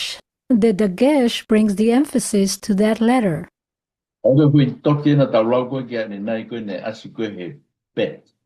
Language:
Tongan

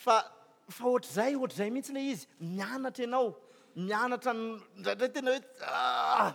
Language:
Malagasy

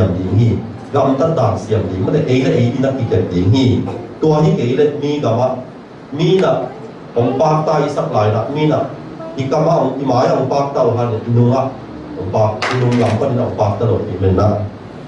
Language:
Tedim Chin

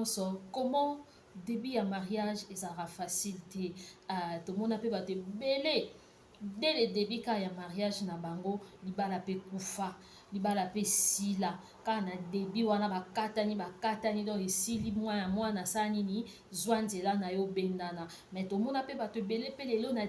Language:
Lingala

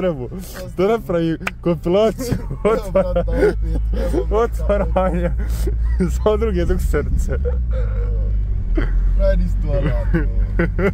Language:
Croatian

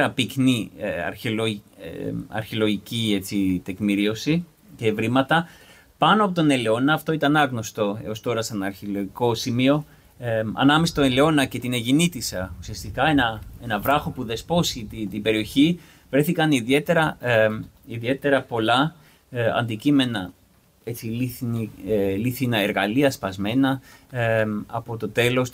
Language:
Greek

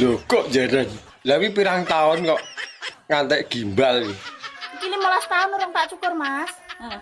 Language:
Javanese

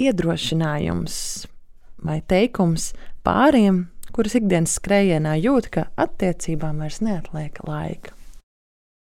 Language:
Latvian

